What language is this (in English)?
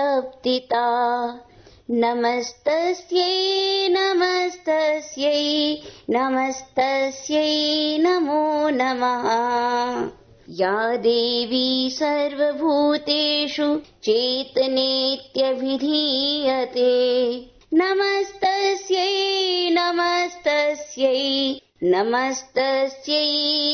Sanskrit